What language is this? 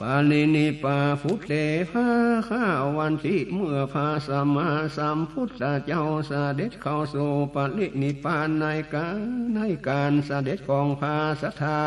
Northern Thai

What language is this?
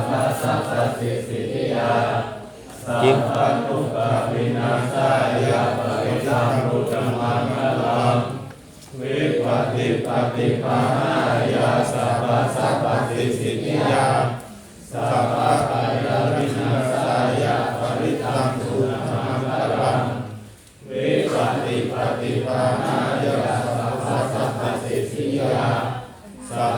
Pali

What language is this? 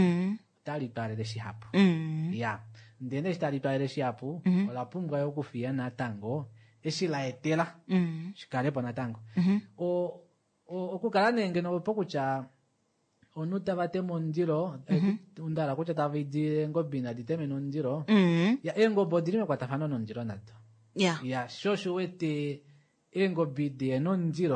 Kuanyama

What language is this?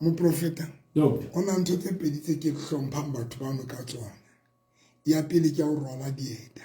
Southern Sotho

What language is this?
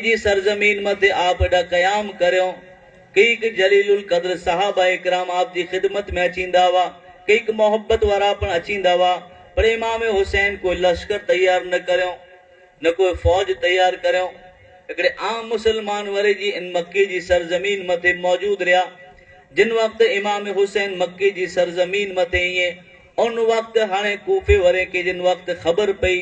Kachhi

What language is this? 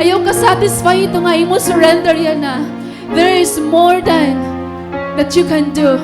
Waray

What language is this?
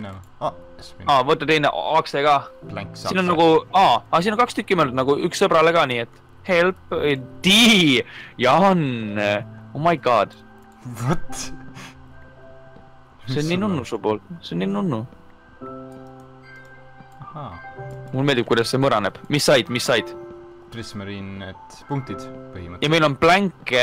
Estonian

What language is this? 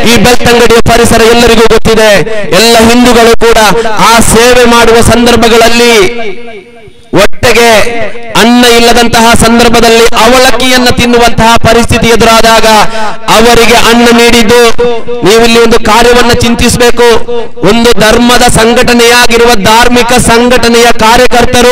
Kannada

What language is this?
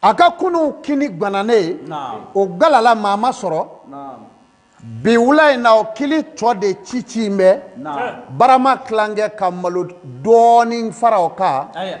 Bambara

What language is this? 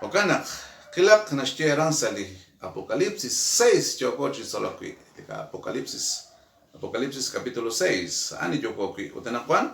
Kekchí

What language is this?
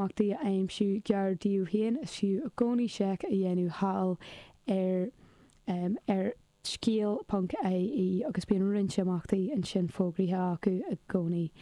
Irish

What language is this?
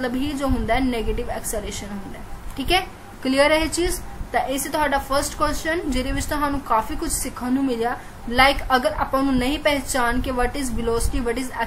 Punjabi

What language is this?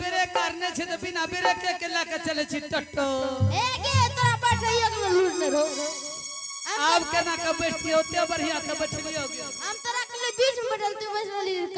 Angika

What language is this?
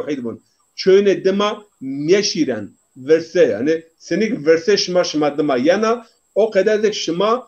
Zaza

